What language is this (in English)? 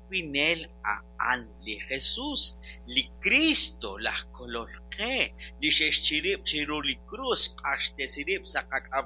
Kekchí